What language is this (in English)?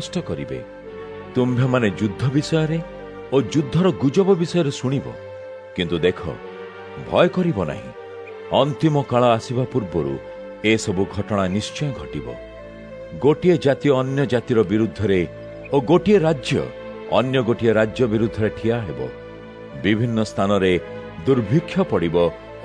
Odia